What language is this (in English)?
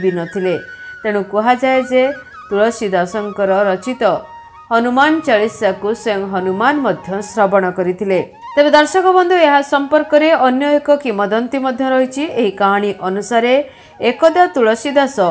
Odia